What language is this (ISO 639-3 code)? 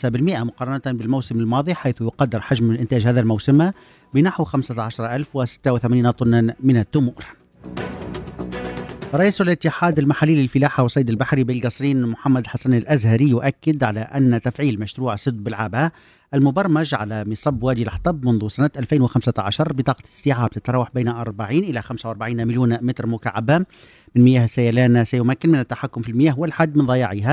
aeb